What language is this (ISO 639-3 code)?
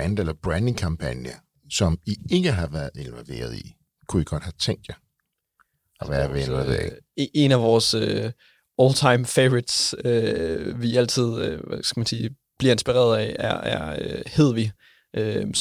dan